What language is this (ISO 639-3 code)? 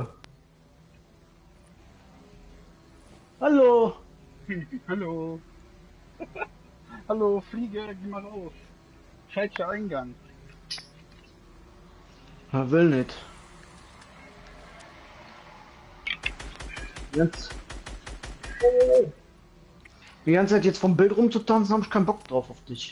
deu